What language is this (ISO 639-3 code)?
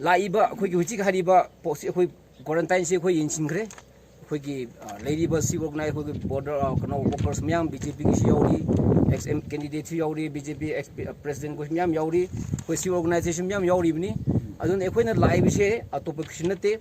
nmf